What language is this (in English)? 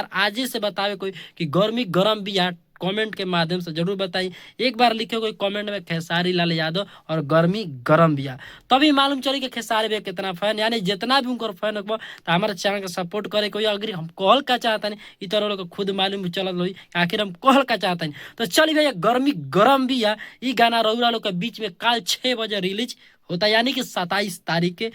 Bhojpuri